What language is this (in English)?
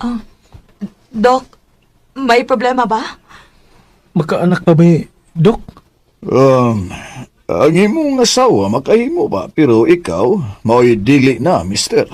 Cebuano